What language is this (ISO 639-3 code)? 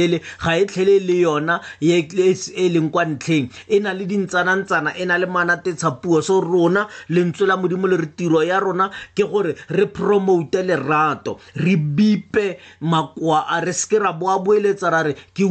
tsn